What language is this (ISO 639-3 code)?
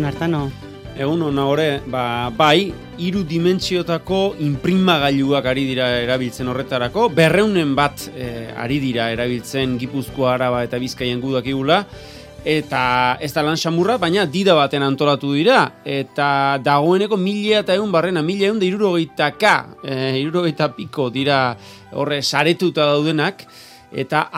eus